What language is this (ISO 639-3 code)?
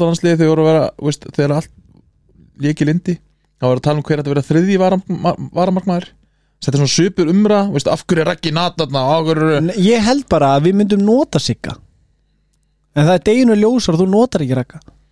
isl